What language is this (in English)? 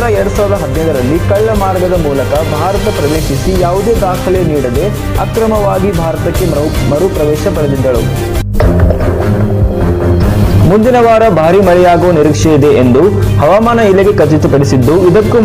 Kannada